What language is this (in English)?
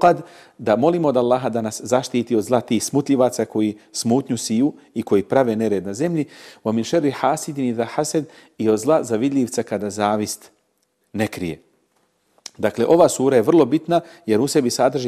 Bosnian